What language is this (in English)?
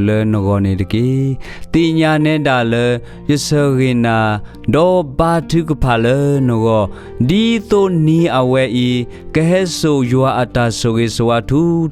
S'gaw Karen